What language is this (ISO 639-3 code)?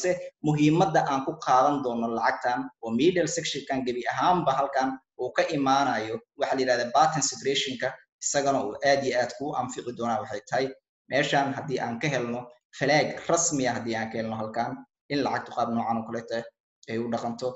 som